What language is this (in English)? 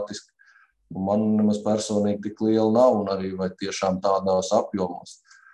Latvian